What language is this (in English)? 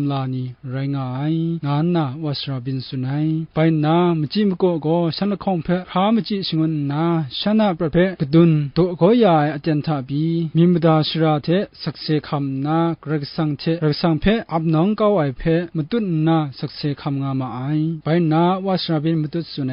Kachin